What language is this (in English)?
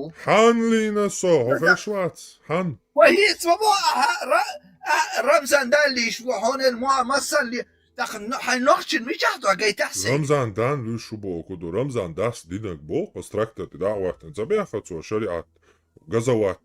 Chechen